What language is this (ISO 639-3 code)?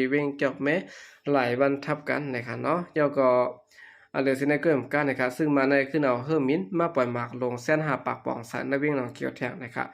shn